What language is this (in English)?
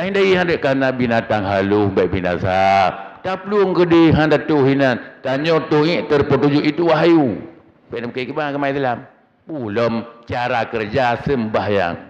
Achinese